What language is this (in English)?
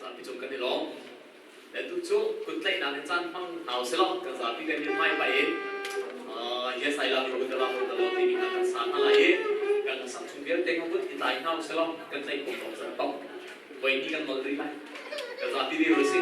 Hakha Chin